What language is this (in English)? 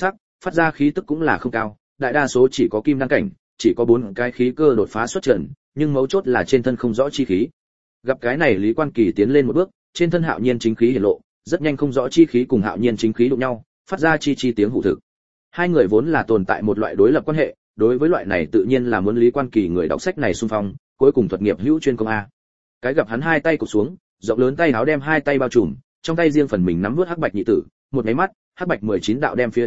Vietnamese